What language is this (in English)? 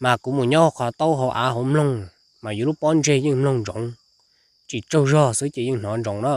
Hmong